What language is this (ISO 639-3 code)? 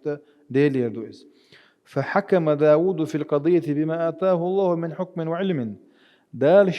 che